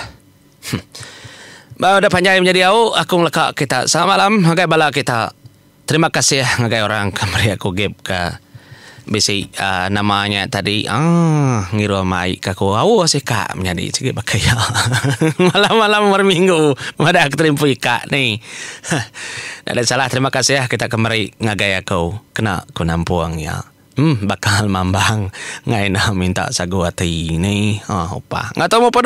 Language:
Iban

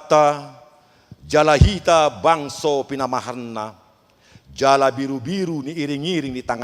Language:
Batak Toba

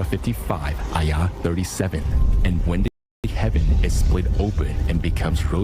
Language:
Nyanja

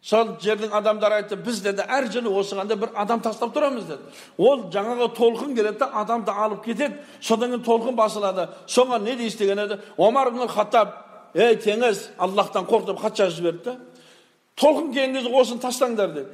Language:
Kazakh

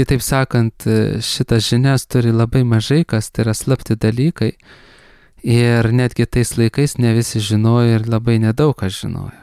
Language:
Lithuanian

